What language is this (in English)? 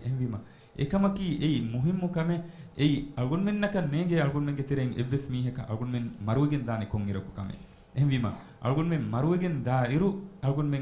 Divehi